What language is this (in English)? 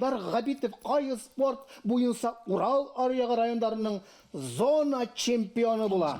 Bashkir